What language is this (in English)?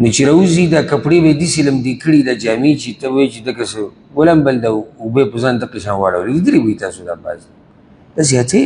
Pashto